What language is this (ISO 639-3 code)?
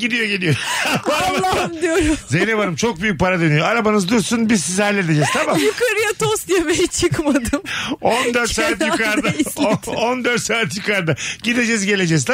tur